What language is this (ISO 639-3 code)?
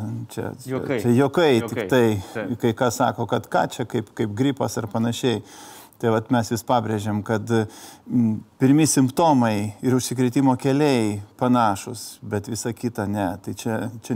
lit